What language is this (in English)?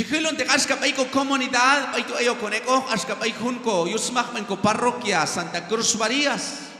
Q'anjob'al